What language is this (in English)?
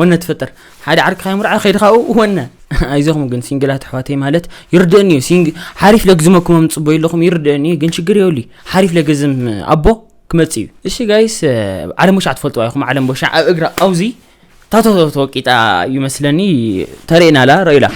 Tigrinya